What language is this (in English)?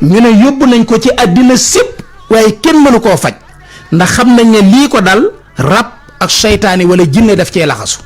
Wolof